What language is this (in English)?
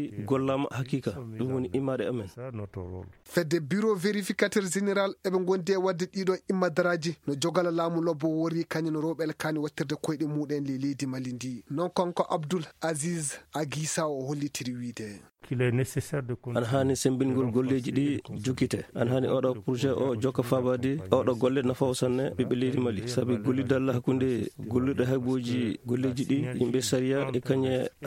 Fula